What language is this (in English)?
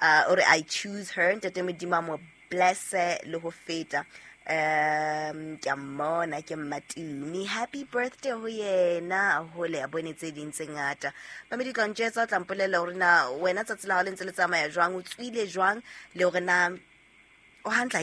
Southern Sotho